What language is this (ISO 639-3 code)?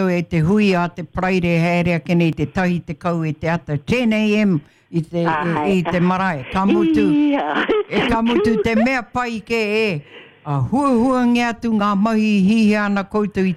mri